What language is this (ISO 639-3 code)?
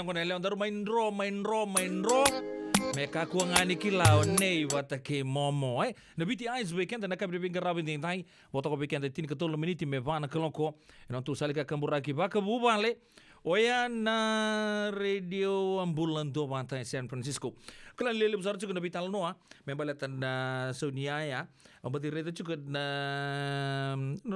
fij